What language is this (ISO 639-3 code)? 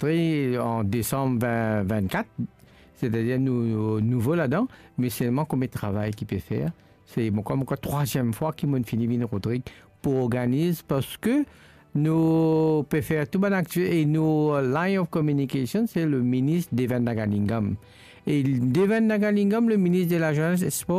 mfe